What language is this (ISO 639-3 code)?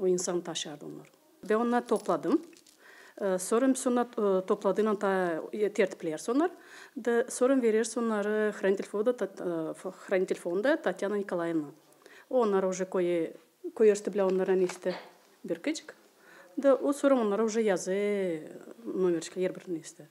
gag